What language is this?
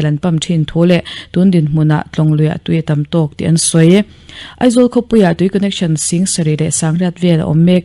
Mizo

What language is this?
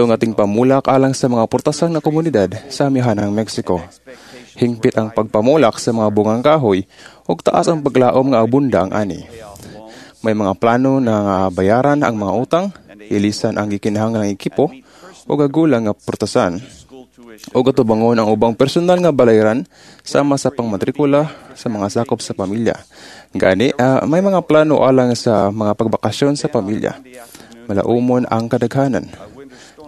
Cebuano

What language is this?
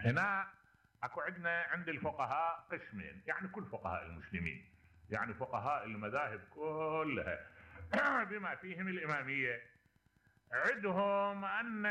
Mesopotamian Arabic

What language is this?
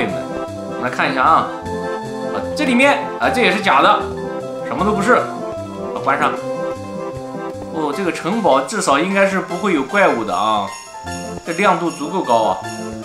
Chinese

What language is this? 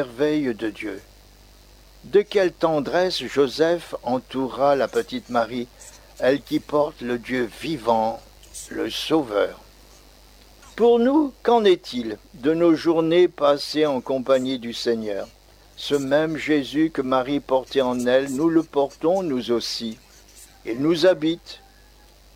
French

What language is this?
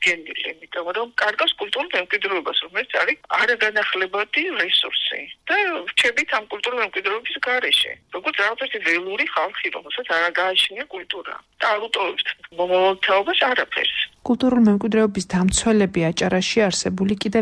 Georgian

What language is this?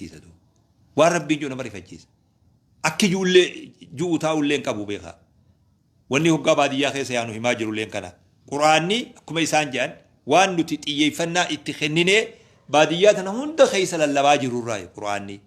Oromo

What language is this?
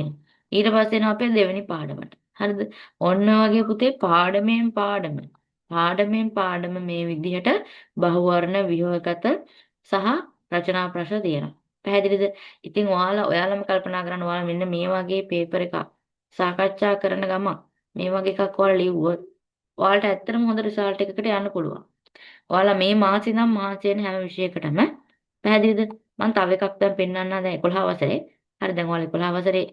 Sinhala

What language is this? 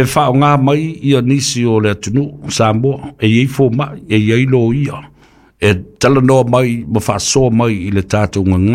Samoan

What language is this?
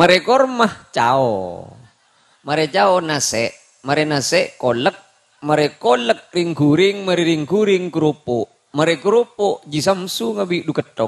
Madurese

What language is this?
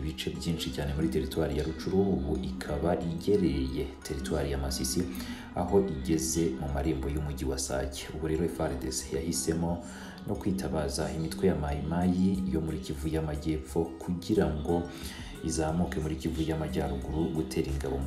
Kinyarwanda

